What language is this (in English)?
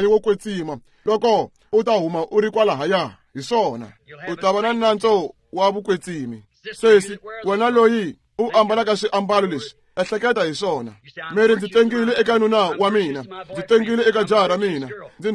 Tsonga